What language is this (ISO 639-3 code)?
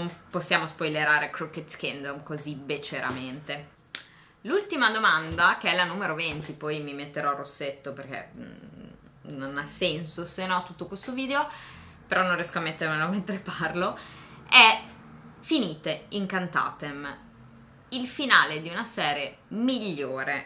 ita